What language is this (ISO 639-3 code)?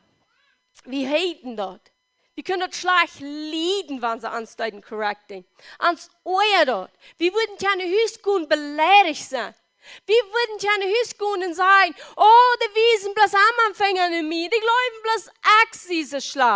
pdt